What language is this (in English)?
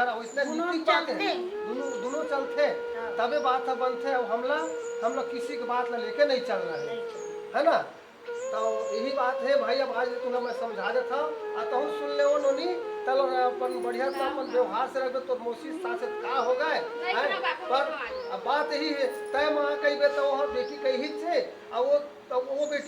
Chhattisgarhi